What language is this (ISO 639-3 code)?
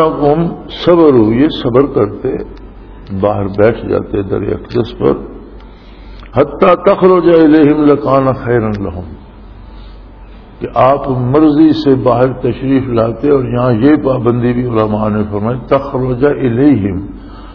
urd